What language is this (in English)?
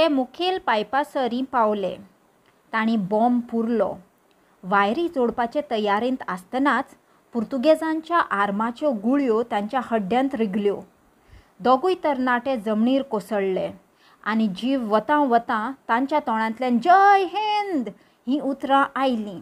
Konkani